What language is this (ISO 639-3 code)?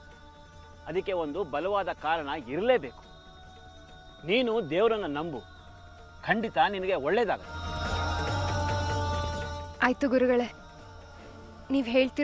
kan